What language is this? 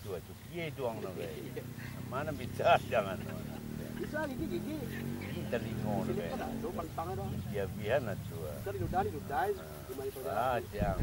Minangkabau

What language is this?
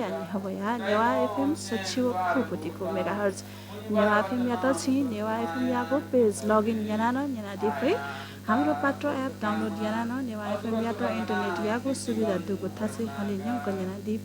Newari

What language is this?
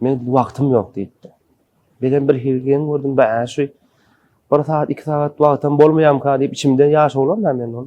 Turkmen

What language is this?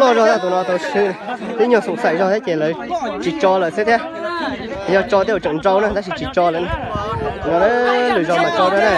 Hmong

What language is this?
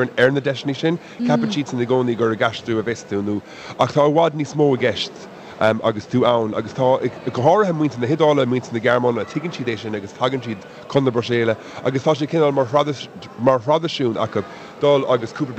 Irish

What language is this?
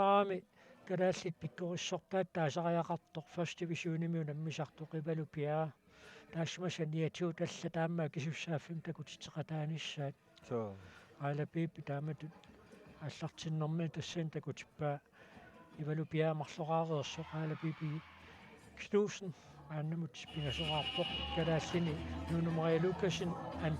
Kalaallisut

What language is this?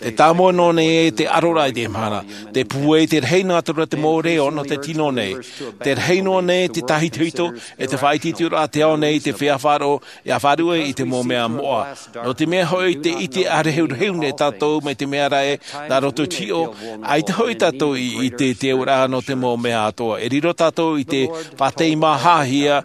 Tahitian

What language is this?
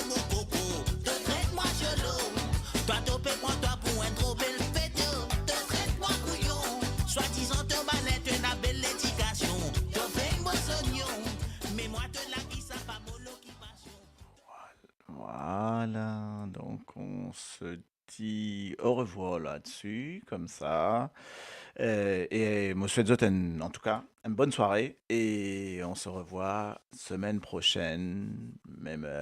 Morisyen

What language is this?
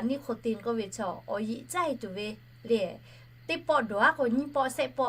Lahu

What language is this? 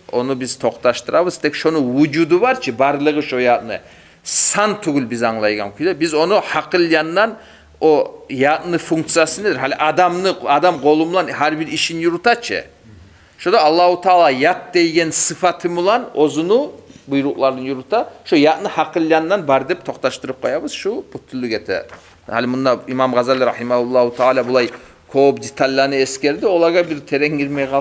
Kumyk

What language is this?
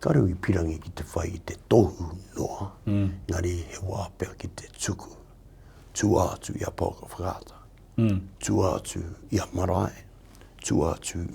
Māori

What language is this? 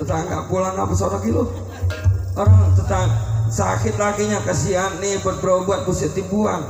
Betawi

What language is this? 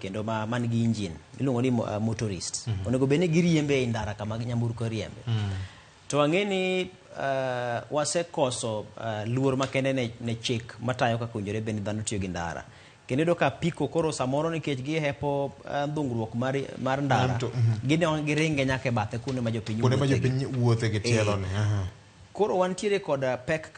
Luo (Kenya and Tanzania)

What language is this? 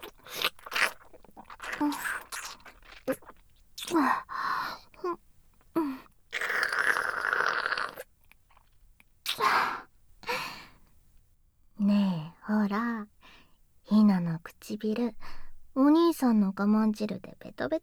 Japanese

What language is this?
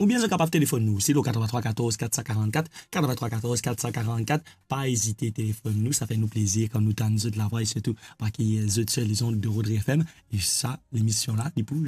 Morisyen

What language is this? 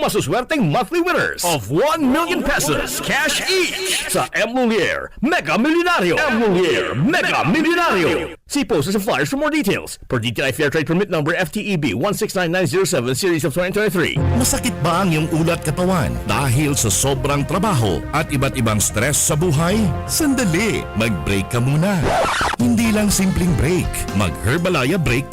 Bikol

